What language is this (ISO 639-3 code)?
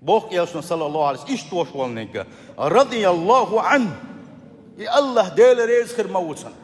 che